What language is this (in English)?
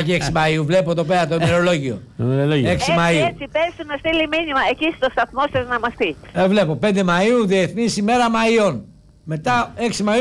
Greek